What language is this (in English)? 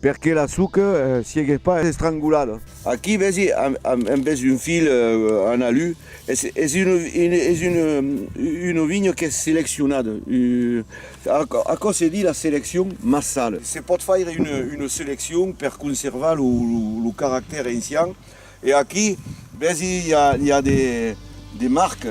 Occitan